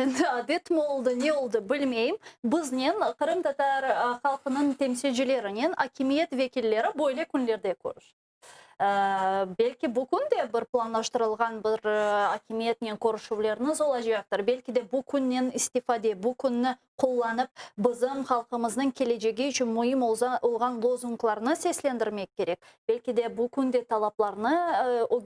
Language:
Crimean Tatar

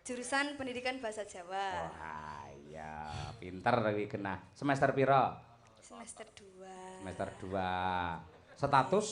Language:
Javanese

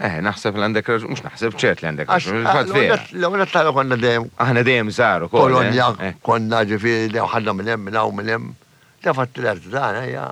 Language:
Maltese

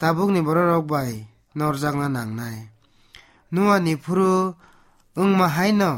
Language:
Kok Borok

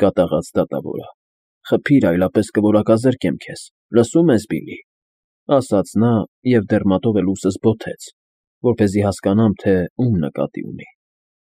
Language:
Armenian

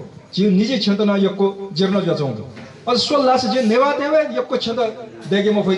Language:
Newari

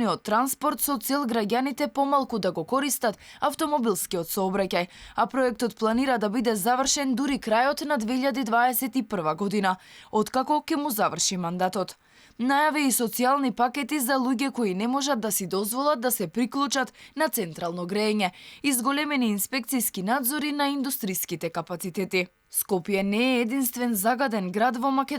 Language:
Macedonian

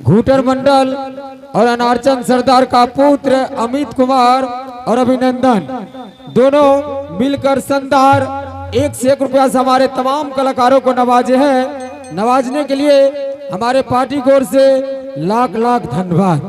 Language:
Angika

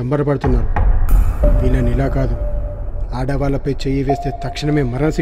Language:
Telugu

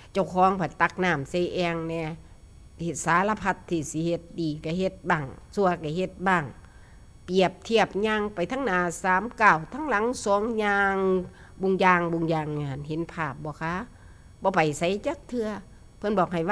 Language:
Northeastern Thai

